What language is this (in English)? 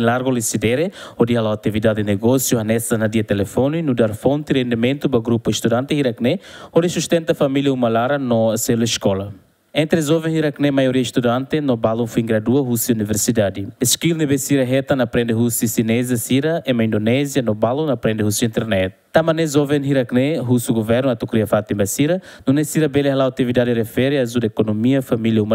Tetum